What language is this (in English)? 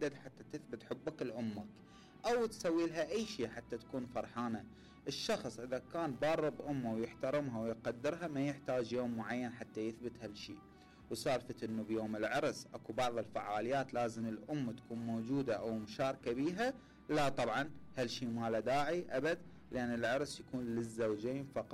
Mesopotamian Arabic